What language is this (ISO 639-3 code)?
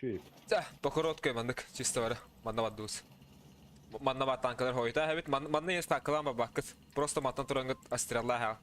sah